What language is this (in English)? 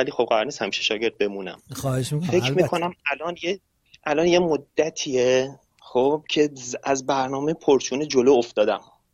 Persian